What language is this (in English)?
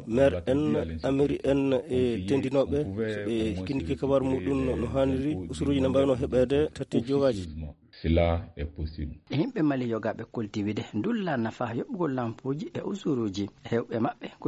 Fula